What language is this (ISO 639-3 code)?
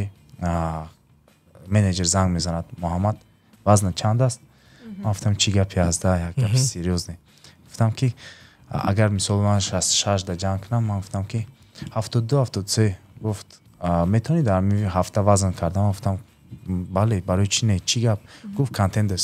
tgk